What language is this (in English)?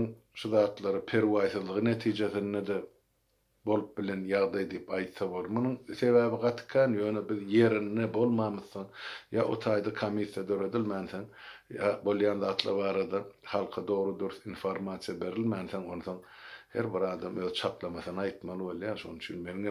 Turkmen